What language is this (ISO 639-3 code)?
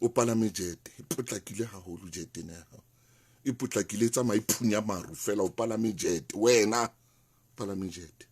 sot